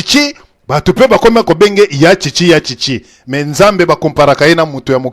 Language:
Lingala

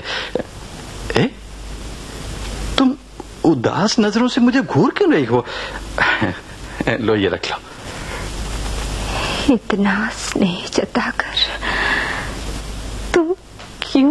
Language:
Hindi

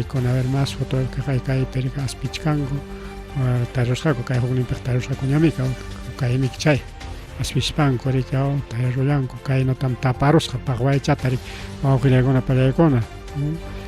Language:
Ayacucho Quechua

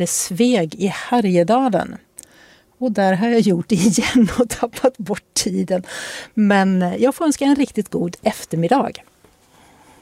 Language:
Swedish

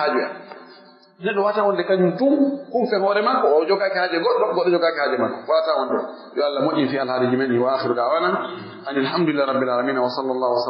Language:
Pular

